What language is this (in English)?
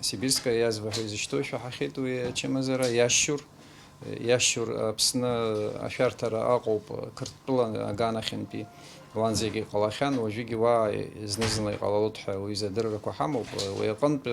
Abkhazian